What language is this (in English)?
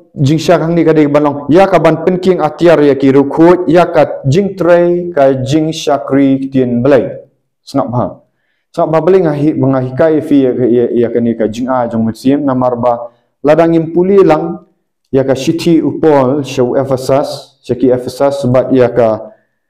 Khasi